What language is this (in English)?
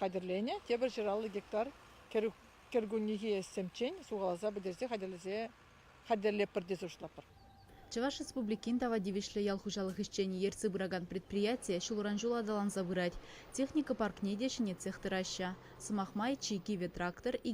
Chuvash